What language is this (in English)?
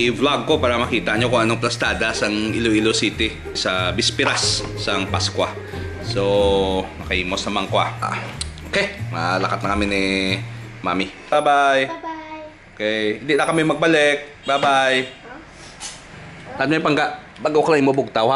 Hiligaynon